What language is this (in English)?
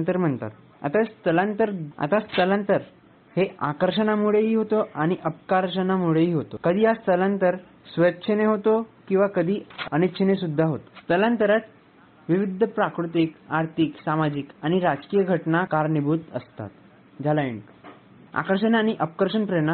Marathi